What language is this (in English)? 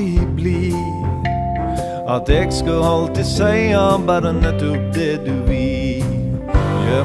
Norwegian